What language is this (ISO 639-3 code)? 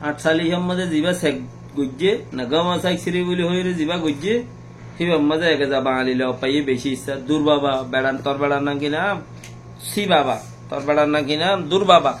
rhg